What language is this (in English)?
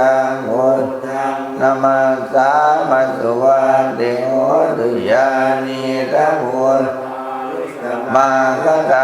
Pali